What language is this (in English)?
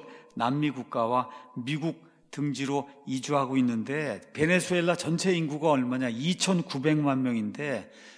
Korean